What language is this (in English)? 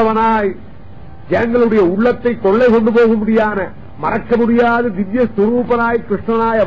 Tamil